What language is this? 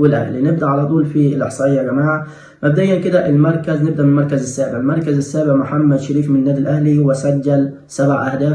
Egyptian Arabic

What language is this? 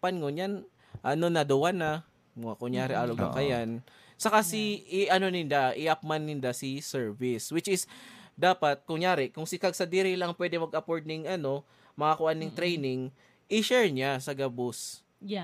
Bikol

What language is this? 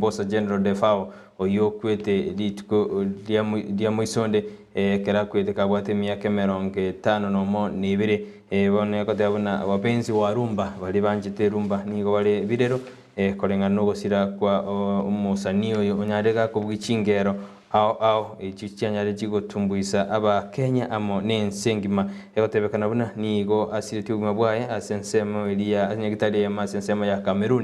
Gusii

